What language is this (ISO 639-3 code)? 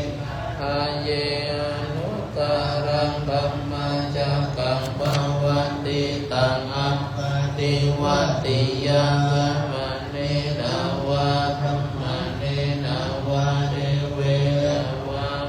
pli